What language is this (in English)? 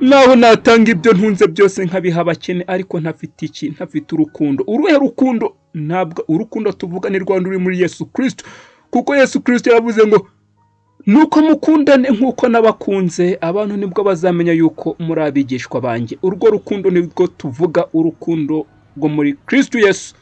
Kinyarwanda